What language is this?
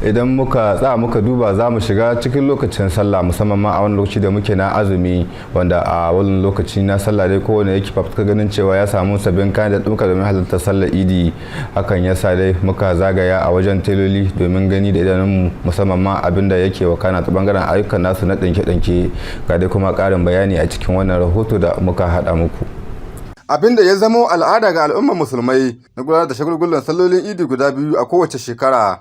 Hausa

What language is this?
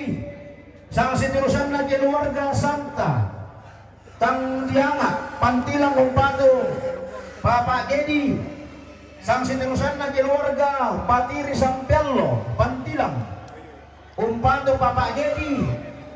Toraja-Sa'dan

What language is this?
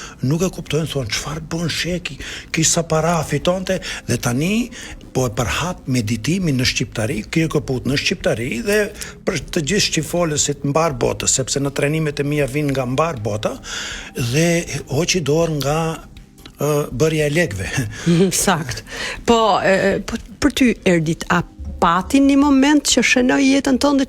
Albanian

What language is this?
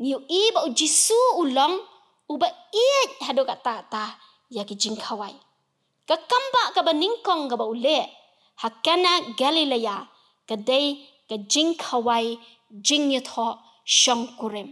Khasi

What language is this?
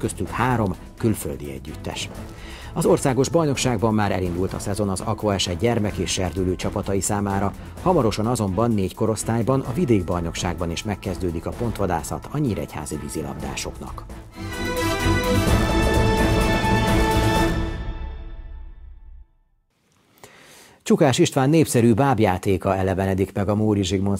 Hungarian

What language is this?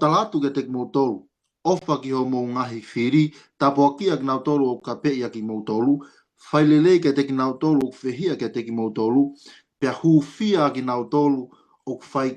Tongan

